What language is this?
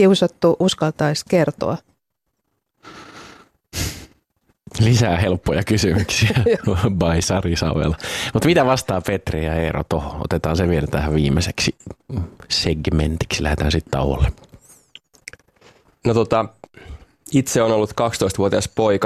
Finnish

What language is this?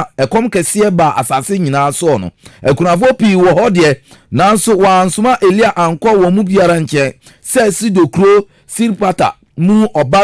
Akan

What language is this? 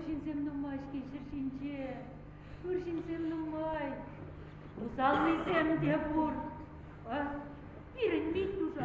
Chuvash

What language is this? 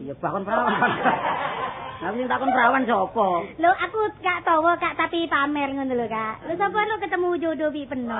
Javanese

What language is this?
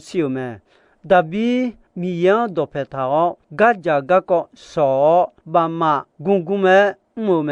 Akha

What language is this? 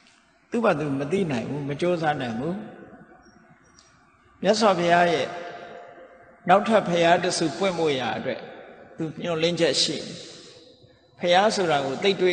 Burmese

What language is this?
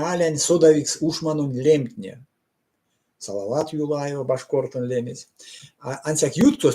Erzya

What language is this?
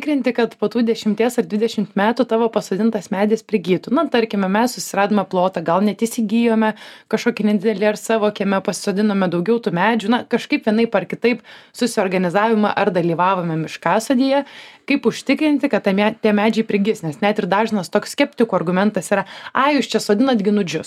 Lithuanian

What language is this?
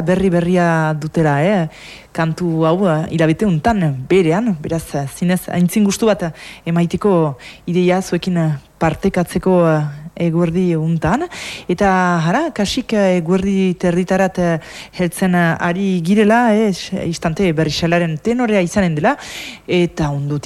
Basque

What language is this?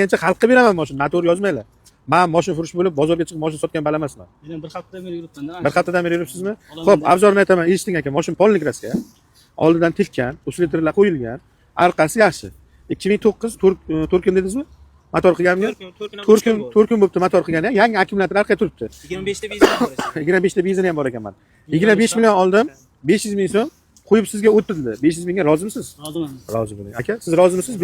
Uzbek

